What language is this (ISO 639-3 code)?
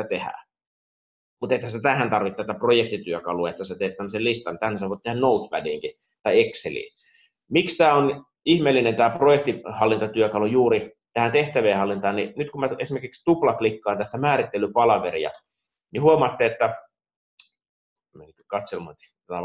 fin